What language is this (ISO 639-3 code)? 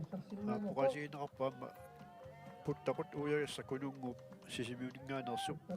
kal